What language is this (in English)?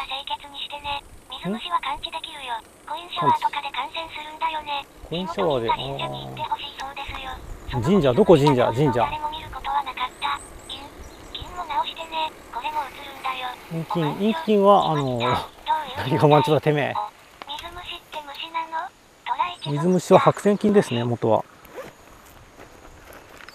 Japanese